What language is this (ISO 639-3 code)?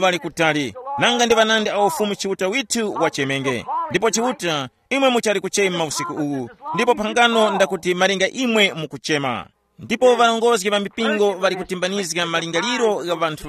tum